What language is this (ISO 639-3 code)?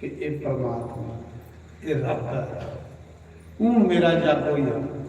doi